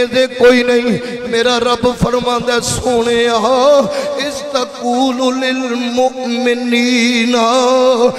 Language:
Urdu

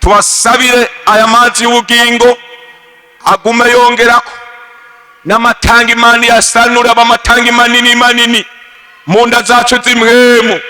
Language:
Rundi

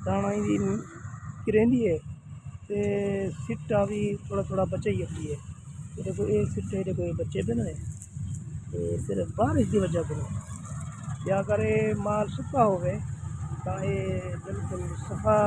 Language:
Saraiki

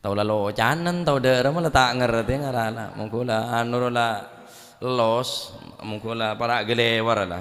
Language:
Madurese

